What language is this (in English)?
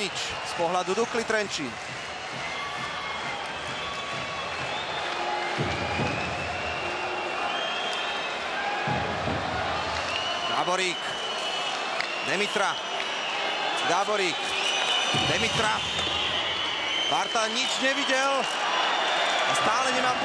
Slovak